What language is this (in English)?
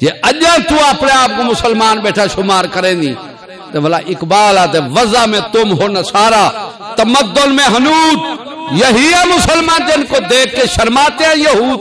Saraiki